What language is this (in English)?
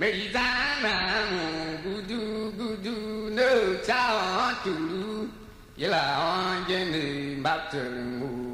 Tiv